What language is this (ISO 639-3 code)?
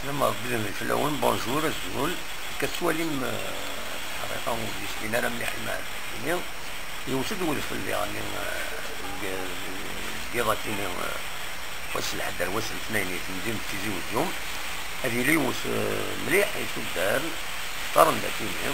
kab